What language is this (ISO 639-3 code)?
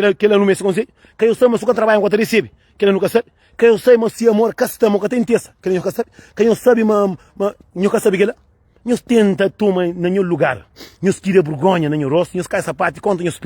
kea